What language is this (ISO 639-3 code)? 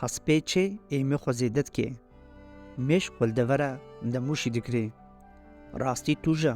kur